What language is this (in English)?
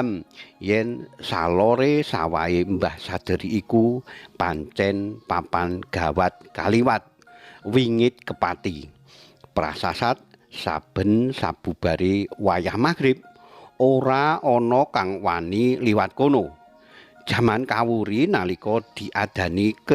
Javanese